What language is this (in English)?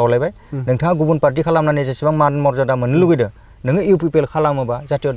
Bodo